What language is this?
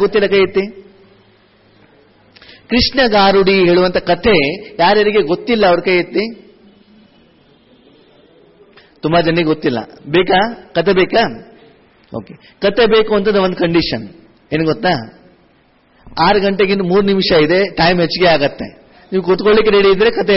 Kannada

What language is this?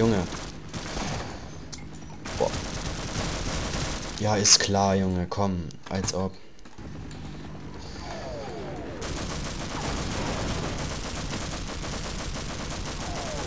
German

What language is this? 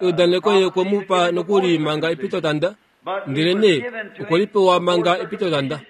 Kuanyama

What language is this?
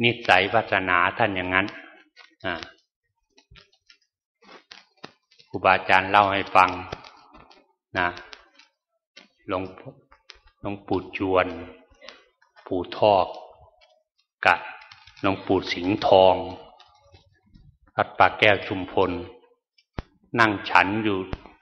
Thai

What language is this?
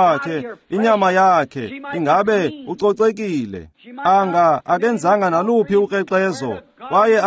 Xhosa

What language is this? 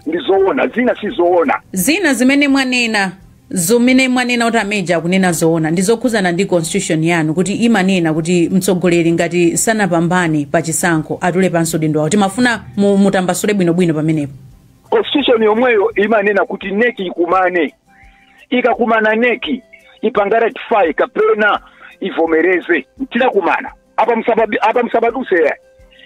Nyanja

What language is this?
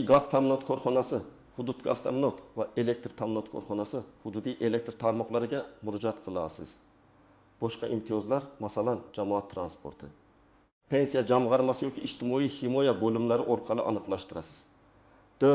Uzbek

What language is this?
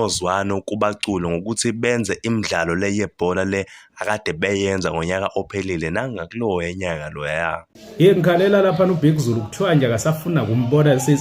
Zulu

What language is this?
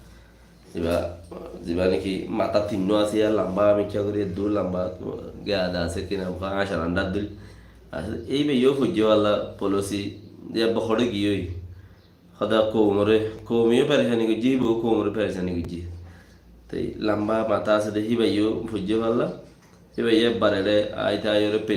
Rohingya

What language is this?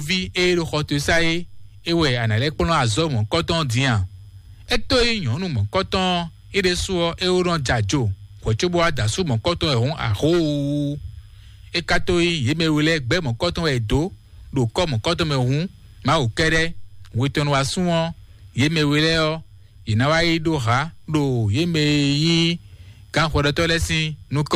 Fon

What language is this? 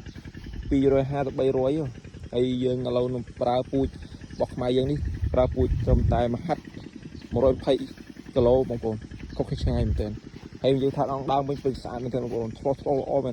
Khmer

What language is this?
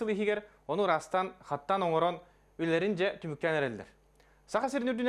Yakut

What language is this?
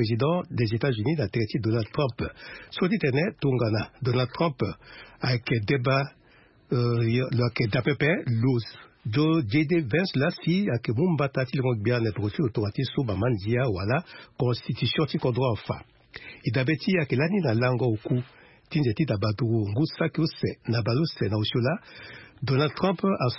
Sango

